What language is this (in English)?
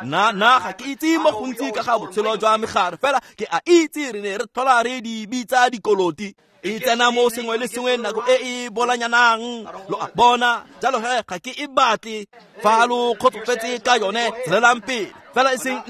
Tswana